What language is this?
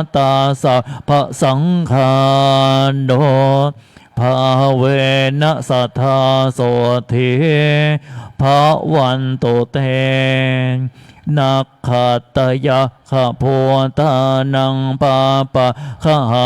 Pali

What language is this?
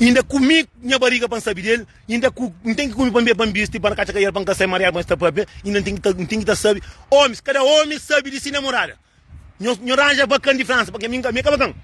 Kabuverdianu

